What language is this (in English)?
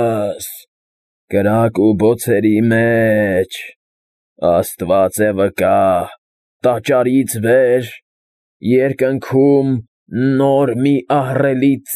Armenian